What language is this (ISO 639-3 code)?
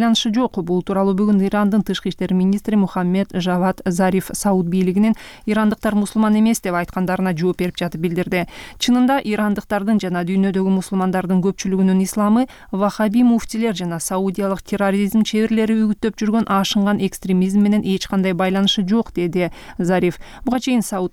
kir